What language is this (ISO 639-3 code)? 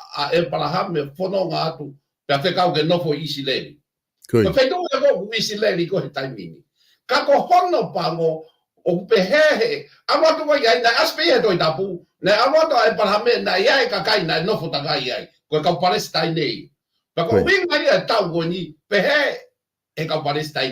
ton